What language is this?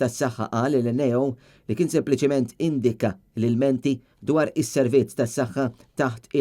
Maltese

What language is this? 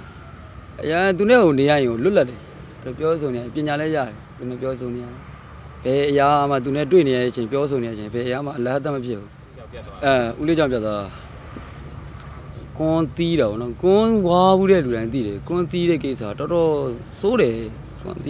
Burmese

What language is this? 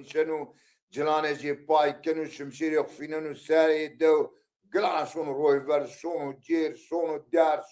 Zaza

